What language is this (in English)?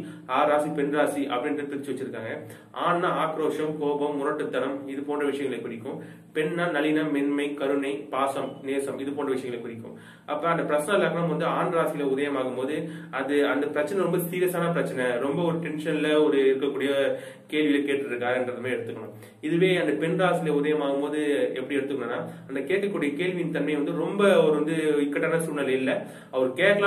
Tamil